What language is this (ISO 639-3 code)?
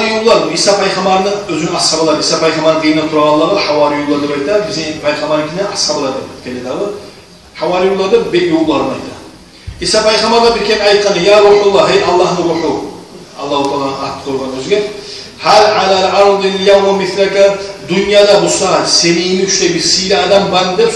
kum